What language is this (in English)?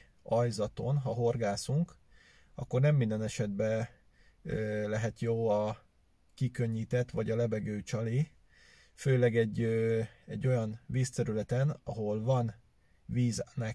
Hungarian